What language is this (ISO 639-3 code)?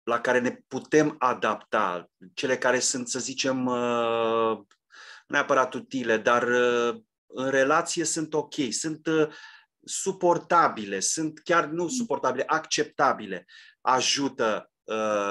ron